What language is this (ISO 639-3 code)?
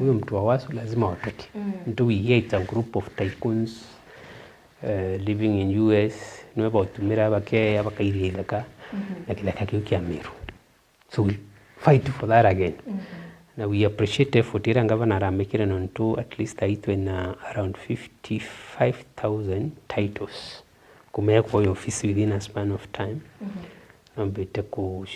mer